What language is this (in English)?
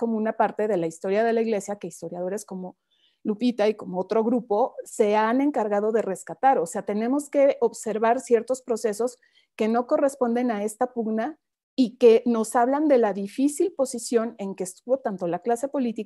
Spanish